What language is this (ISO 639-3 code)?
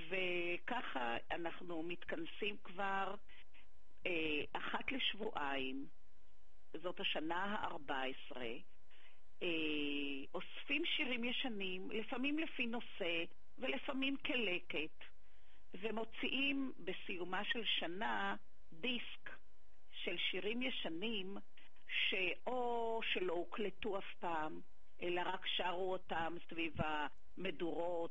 heb